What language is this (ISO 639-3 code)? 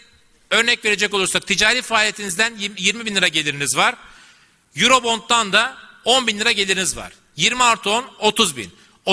tur